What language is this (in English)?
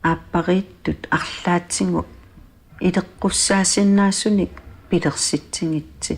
Kalaallisut